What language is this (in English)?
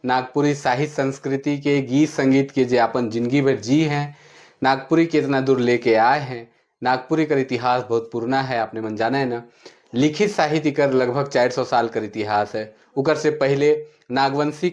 Sadri